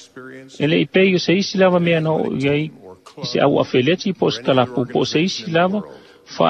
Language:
Samoan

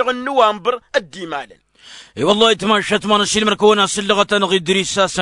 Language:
Tamasheq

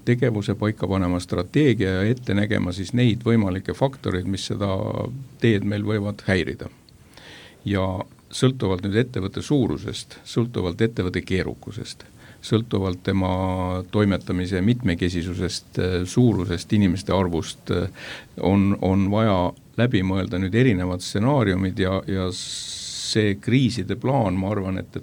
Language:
Estonian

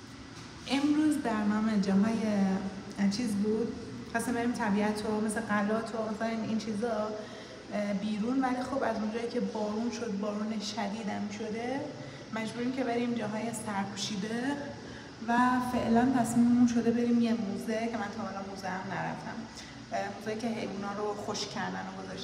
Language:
Persian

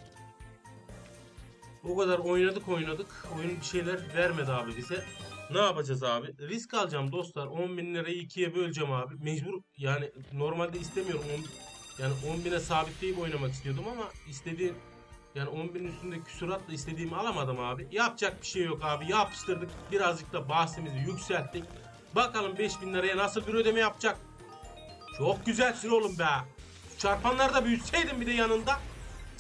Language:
Turkish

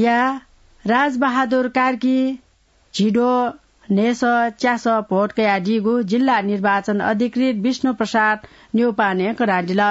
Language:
Newari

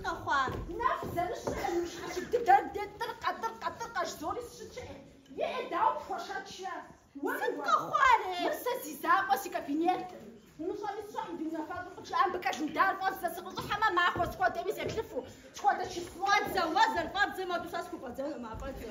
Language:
Kabardian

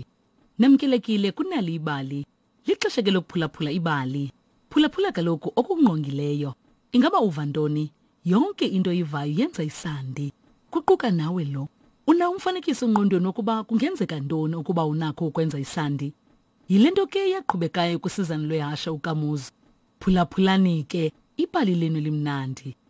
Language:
Xhosa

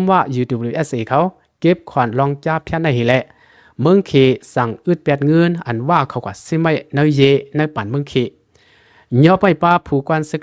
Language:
Shan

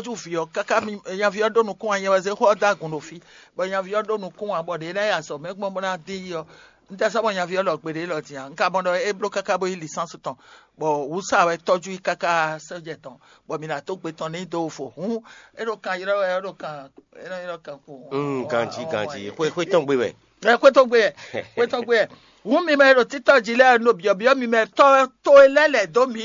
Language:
Fon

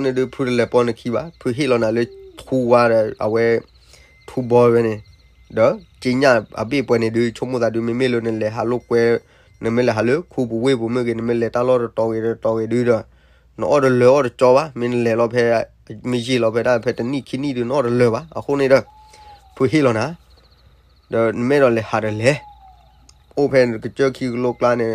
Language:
S'gaw Karen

